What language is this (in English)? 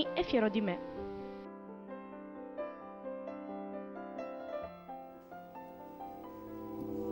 Italian